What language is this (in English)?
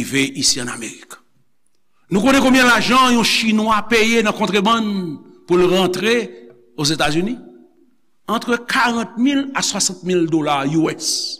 Haitian Creole